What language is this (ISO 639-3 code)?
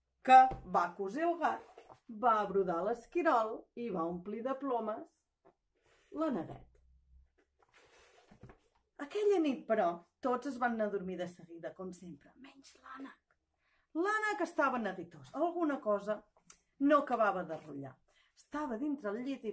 cat